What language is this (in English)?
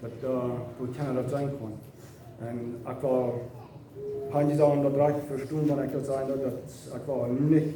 Plautdietsch